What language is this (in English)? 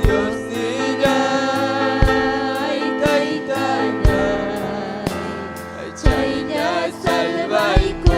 Ayacucho Quechua